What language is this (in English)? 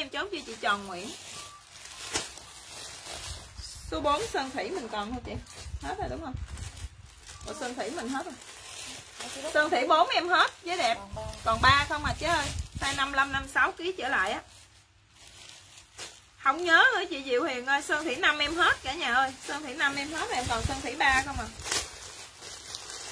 Vietnamese